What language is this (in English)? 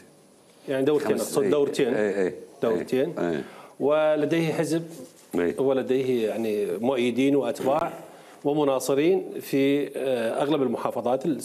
Mesopotamian Arabic